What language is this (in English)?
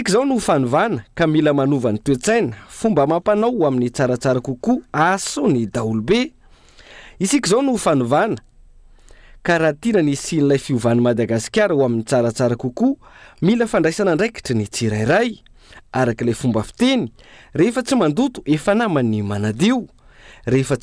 Malagasy